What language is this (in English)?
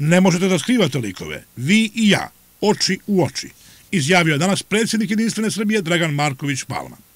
Serbian